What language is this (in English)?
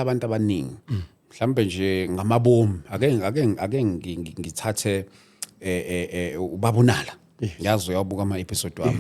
Zulu